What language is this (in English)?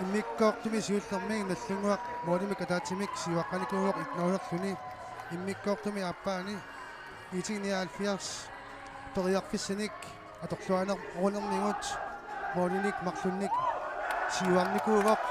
Kalaallisut